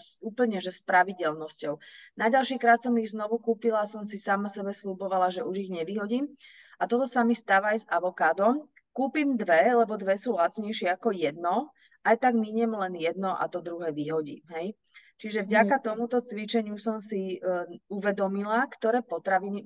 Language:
Slovak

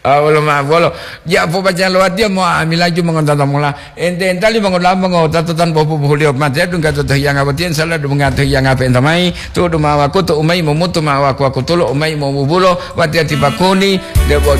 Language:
Gorontalo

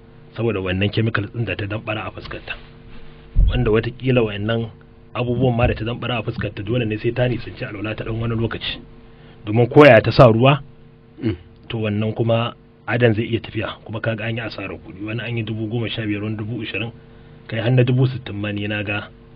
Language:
Hausa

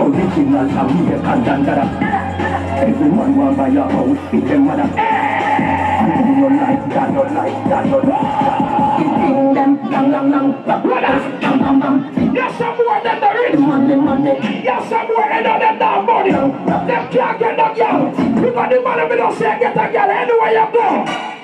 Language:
Jamaican Creole English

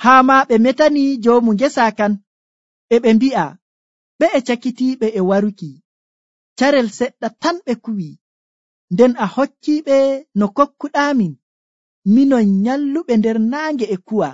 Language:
Nigerian Fulfulde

